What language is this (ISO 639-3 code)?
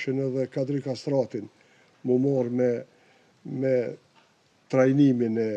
sqi